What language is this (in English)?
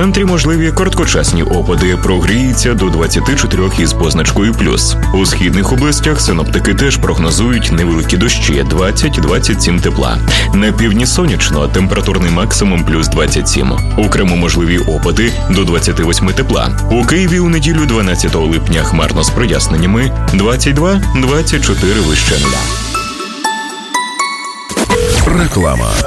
Ukrainian